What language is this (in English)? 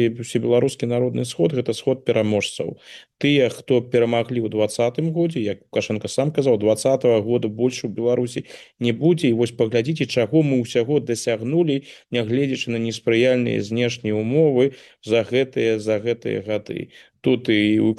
Belarusian